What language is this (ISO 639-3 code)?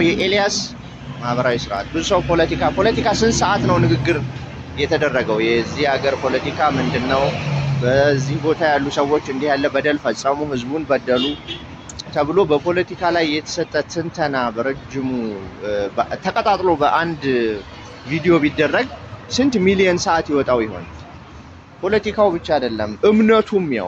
amh